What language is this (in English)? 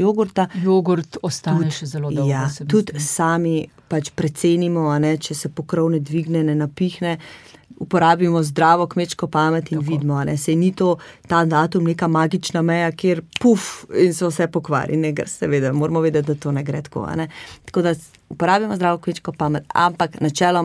Slovenian